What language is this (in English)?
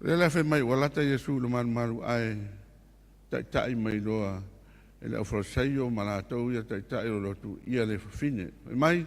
Samoan